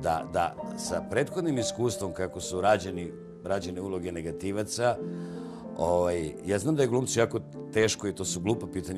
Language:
Serbian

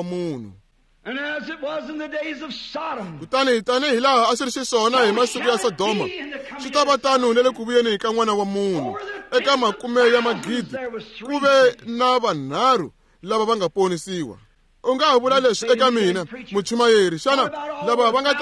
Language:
Tsonga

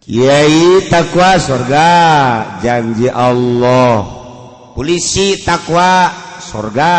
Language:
Sundanese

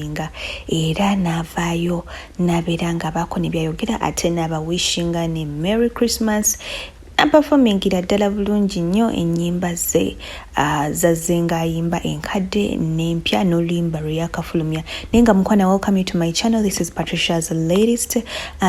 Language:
Ganda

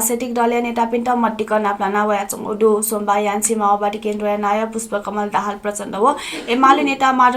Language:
Newari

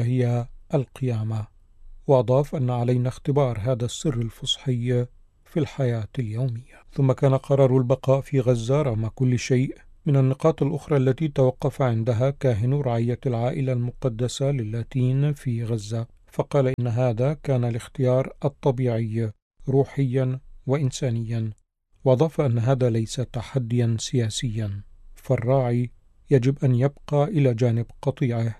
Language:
Arabic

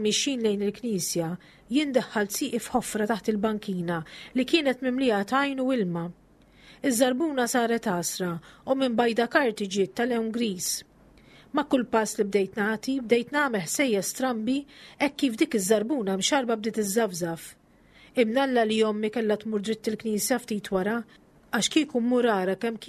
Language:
Maltese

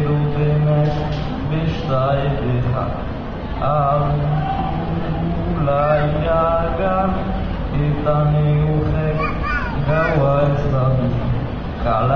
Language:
Basque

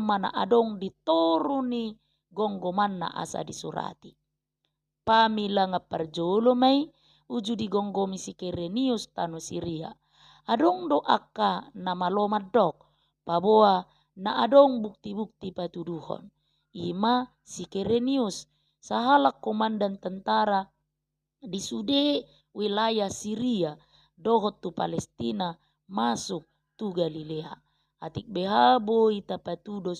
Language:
Batak Toba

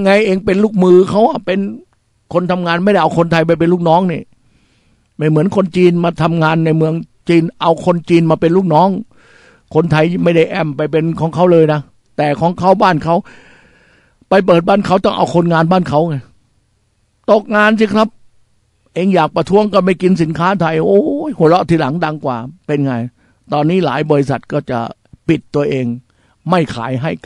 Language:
Thai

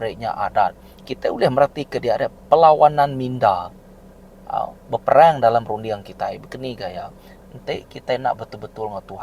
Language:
Iban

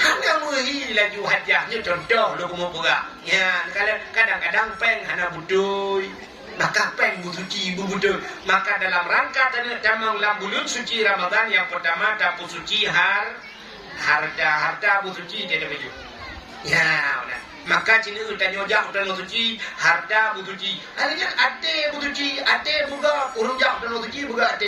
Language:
Achinese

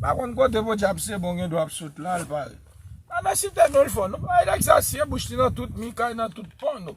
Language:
Haitian Creole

